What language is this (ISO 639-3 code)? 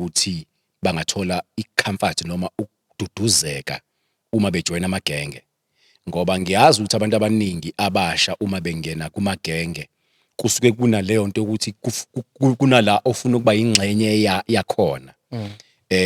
zul